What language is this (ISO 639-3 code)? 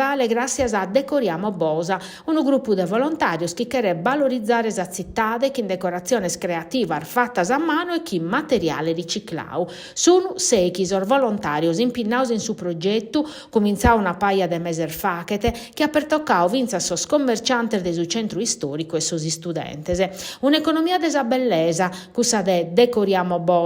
srd